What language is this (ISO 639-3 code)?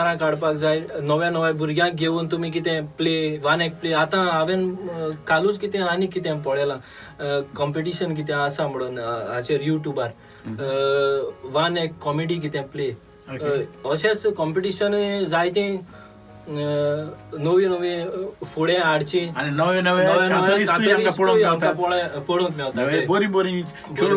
kok